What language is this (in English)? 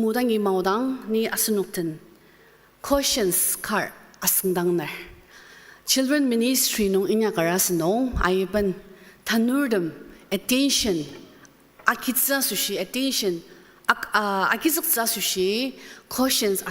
Ao Naga